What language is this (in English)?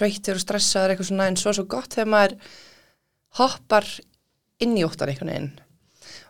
Icelandic